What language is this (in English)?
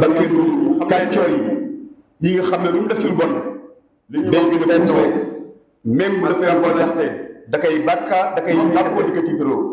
Wolof